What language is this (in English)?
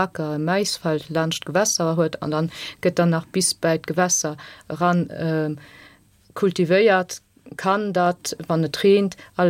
Luxembourgish